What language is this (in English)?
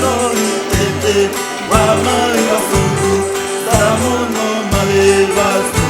Xavánte